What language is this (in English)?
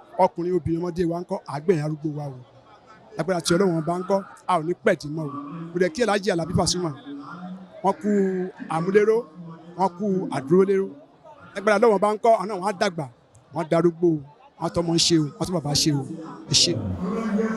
Yoruba